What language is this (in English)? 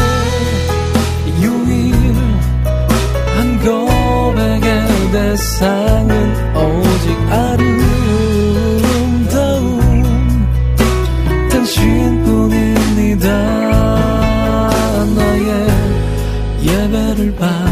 Korean